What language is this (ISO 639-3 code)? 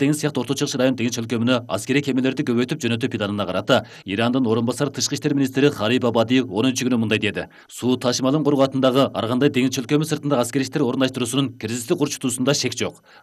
kir